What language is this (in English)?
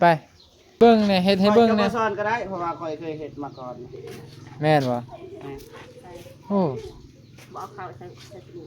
Northeastern Thai